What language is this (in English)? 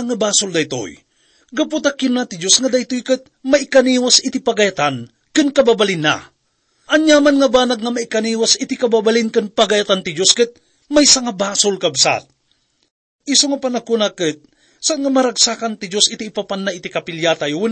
Iloko